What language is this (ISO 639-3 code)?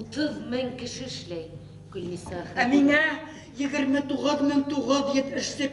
bak